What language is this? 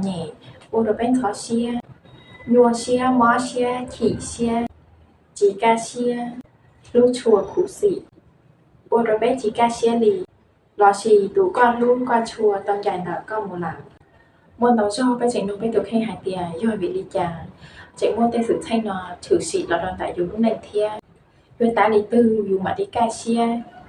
Hmong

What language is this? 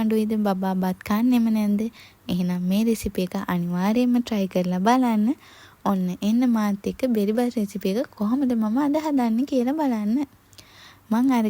Sinhala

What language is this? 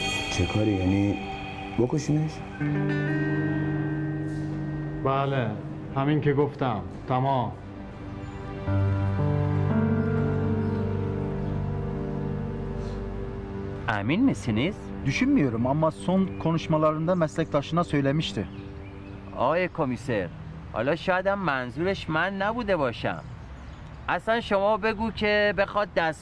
Persian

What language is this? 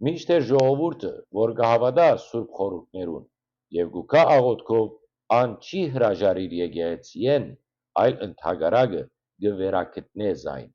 Western Armenian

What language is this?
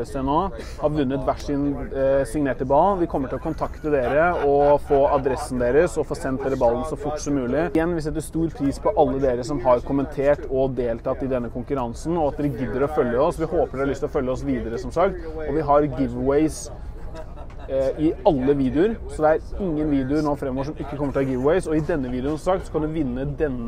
Norwegian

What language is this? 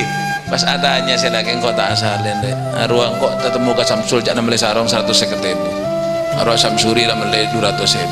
Madurese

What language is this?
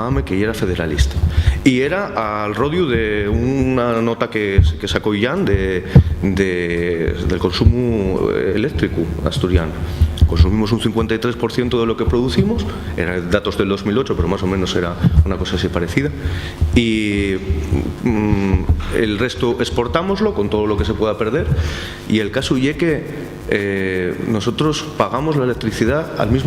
Asturian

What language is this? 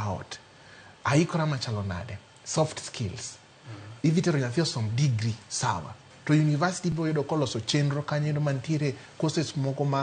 Luo (Kenya and Tanzania)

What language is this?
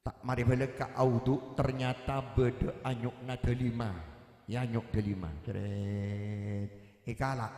Madurese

